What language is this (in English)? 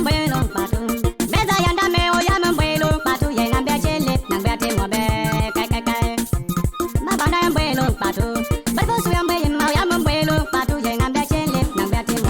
Bimoba